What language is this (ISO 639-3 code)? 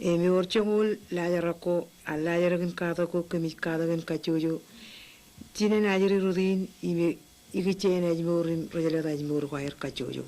mah